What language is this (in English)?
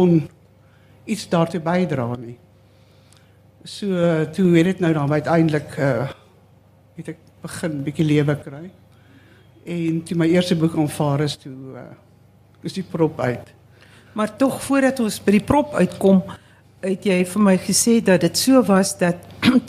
Afrikaans